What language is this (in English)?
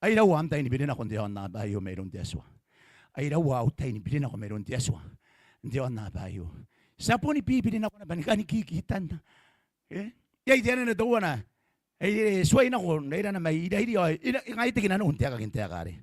Gilbertese